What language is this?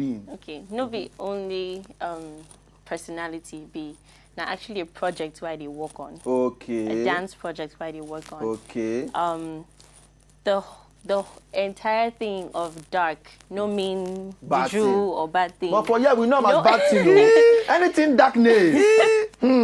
Nigerian Pidgin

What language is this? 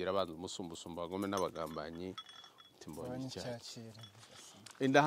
Kinyarwanda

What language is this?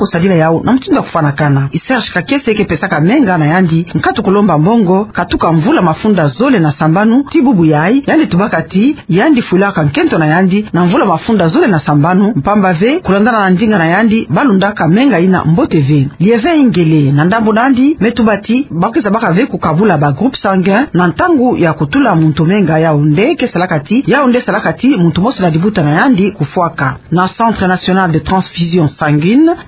Kituba (Democratic Republic of Congo)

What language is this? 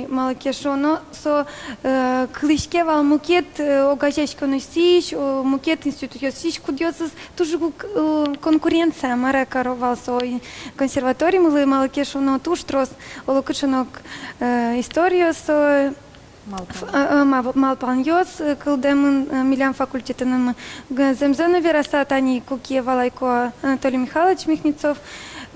Udmurt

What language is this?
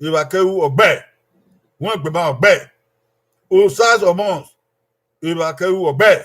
Bini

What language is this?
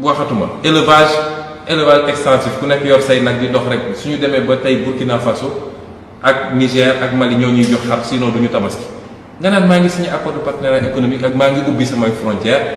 Wolof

